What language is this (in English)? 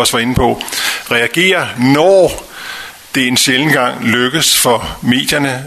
Danish